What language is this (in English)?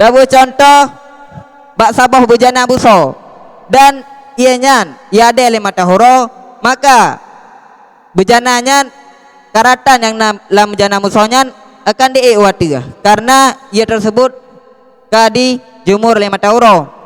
Achinese